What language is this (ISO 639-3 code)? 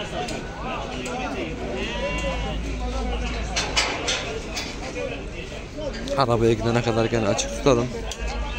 tur